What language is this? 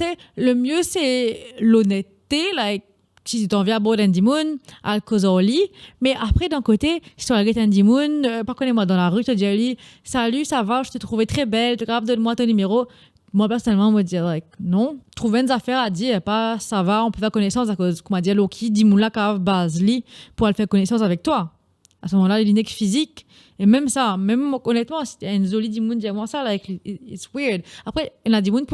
Morisyen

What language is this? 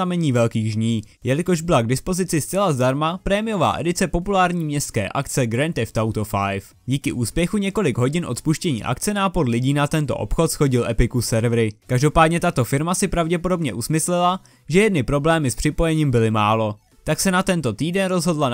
Czech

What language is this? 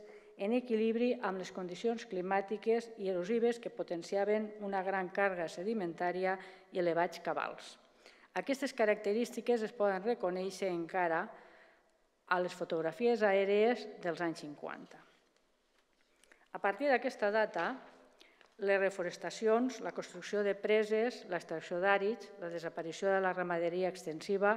Catalan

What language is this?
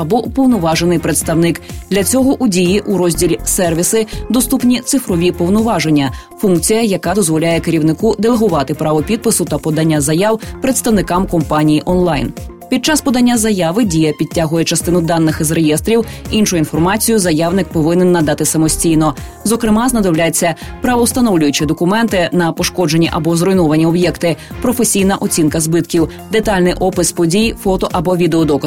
Ukrainian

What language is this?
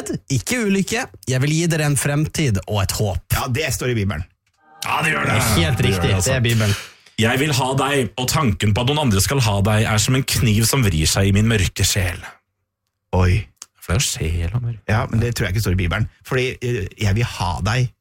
Norwegian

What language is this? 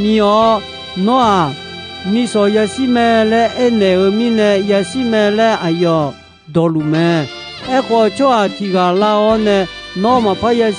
Akha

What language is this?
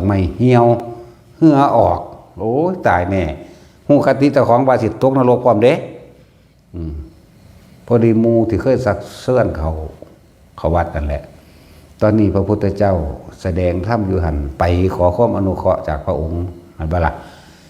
Northeastern Thai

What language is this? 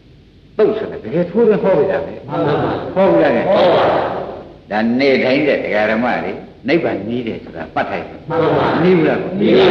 Burmese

